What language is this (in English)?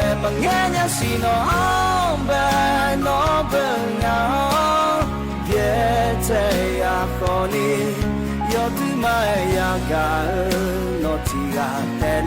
Akha